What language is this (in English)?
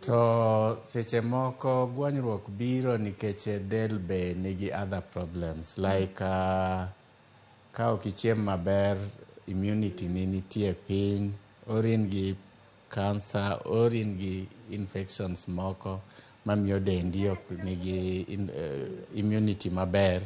Luo (Kenya and Tanzania)